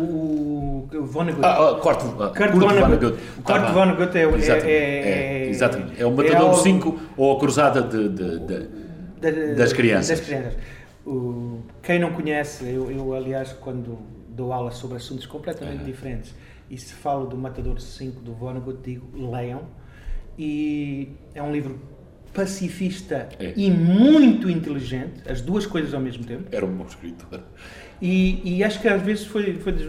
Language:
Portuguese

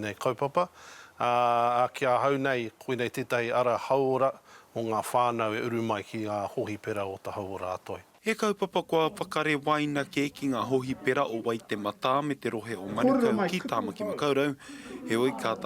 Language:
Māori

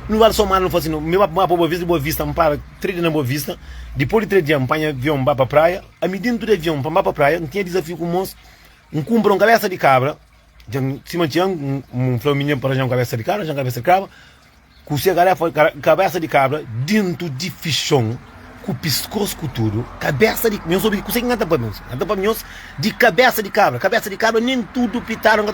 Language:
Kabuverdianu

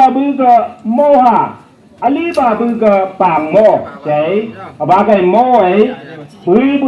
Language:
Phom Naga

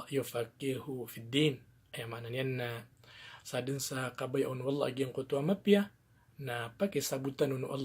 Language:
Maranao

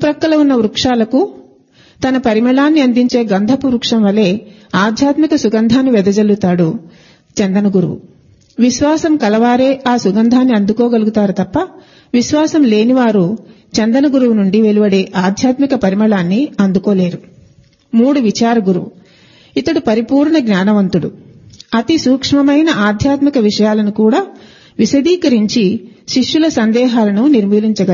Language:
Telugu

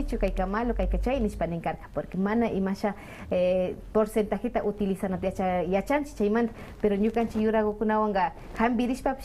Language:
Quechua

